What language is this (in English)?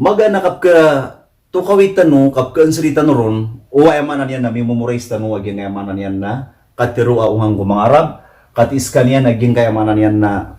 Maranao